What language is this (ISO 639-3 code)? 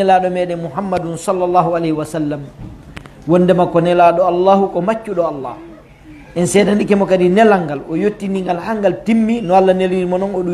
fuf